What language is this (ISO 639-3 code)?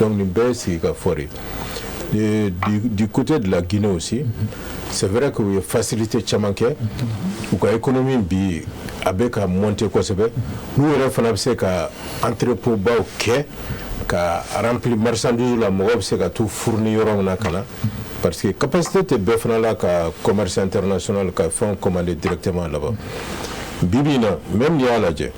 bam